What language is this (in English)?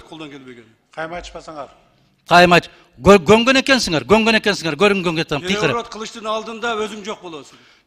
Kyrgyz